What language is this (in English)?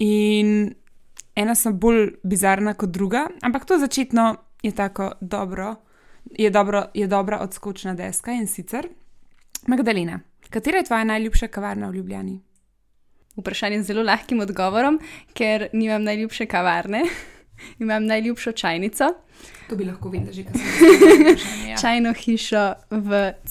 Slovenian